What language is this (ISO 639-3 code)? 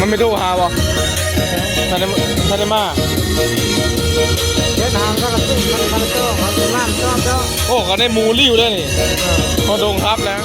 tts